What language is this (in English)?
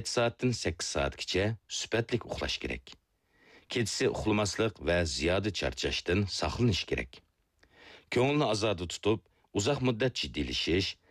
Uyghur